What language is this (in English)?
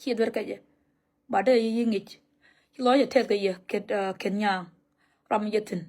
Nuer